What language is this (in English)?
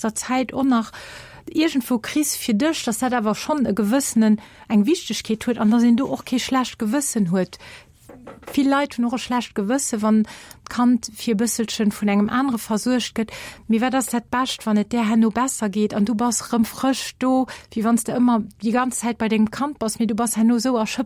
Luxembourgish